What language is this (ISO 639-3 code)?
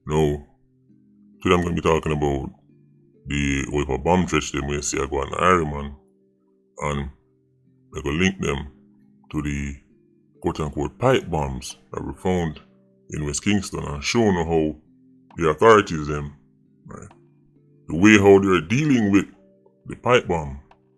jam